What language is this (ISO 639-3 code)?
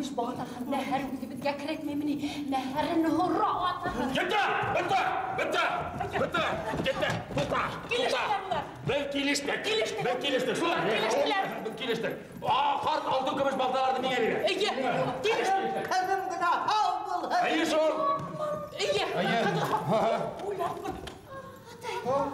bak